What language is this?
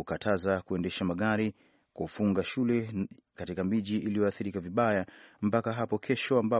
Swahili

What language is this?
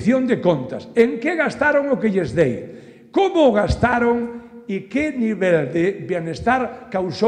Galician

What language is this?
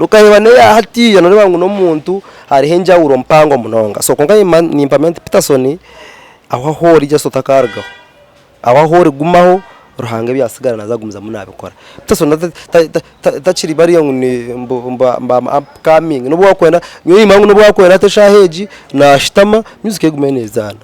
Nyankole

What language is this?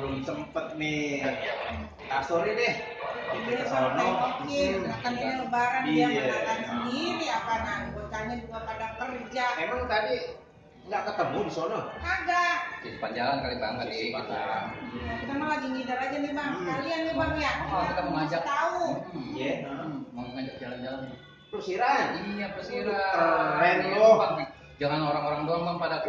Betawi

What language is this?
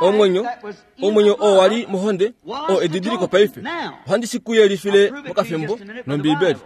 Kuanyama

